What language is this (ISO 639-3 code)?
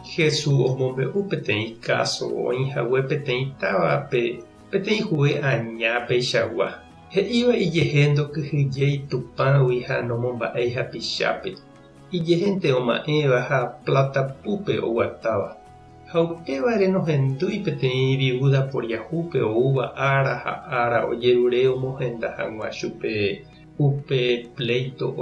grn